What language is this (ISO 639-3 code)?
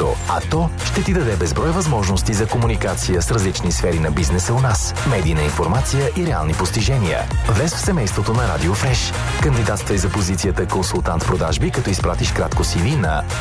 bul